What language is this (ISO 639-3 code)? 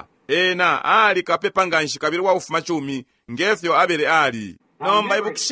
bem